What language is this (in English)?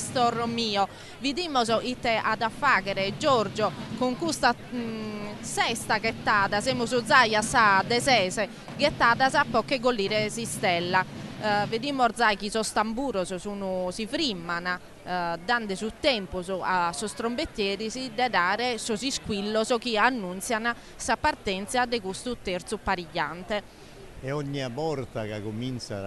Sardinian